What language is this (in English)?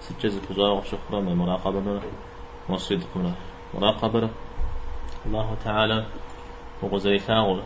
Kabardian